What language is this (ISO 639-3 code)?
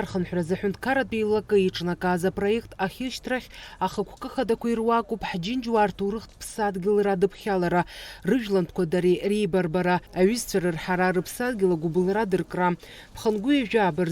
abk